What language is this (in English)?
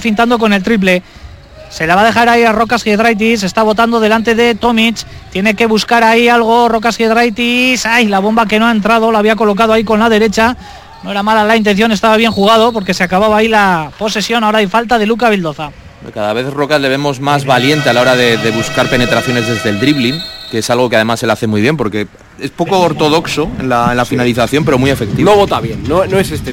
Spanish